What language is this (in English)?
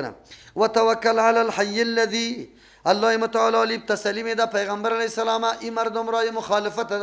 Persian